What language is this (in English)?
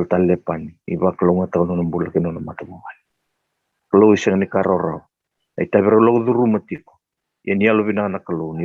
Fijian